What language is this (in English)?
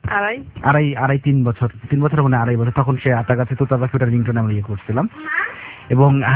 Bangla